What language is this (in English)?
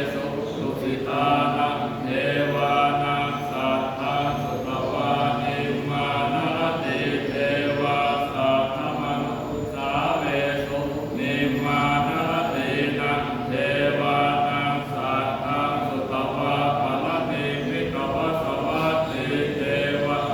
Pali